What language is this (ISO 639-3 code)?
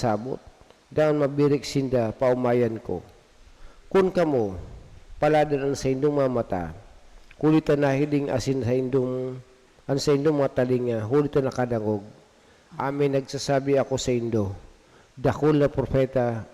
bik